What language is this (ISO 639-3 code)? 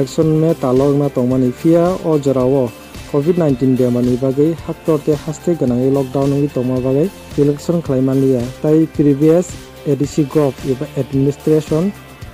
trp